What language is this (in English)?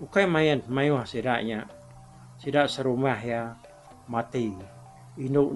Iban